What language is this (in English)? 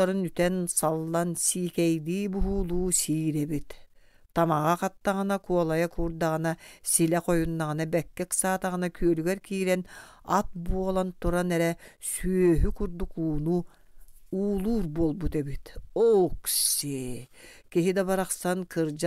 Yakut